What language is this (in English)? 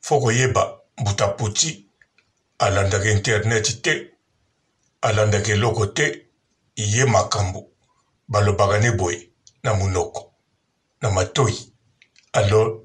Lingala